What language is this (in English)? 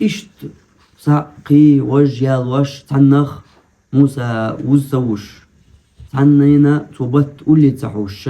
Chechen